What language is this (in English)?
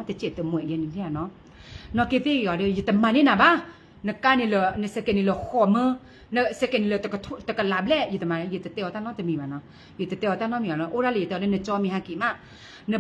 S'gaw Karen